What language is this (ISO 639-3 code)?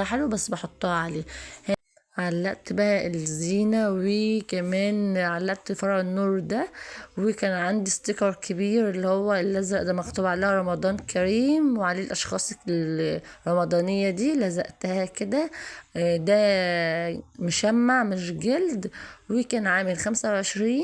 arz